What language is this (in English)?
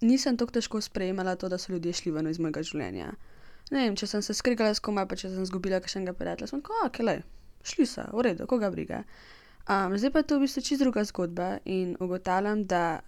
Slovenian